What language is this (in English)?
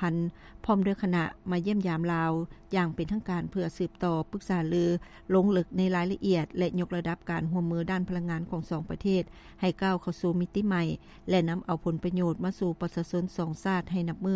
Lao